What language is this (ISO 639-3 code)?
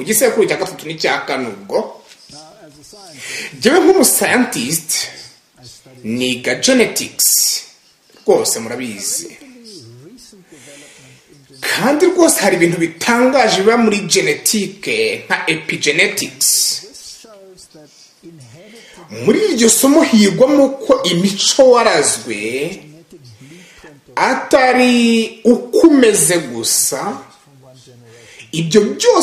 kin